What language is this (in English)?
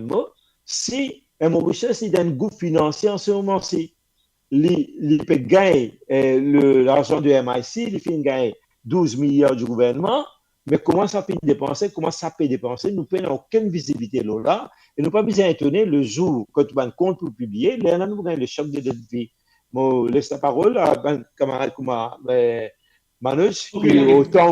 Morisyen